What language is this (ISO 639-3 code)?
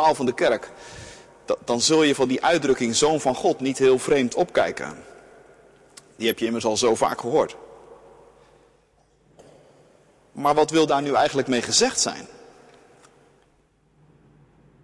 nld